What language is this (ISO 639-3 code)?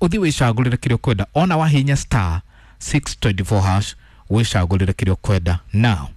kik